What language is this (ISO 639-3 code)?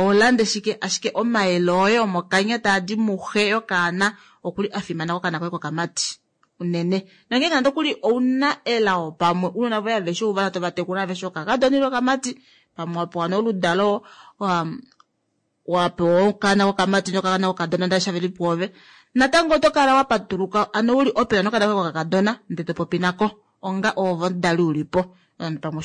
kua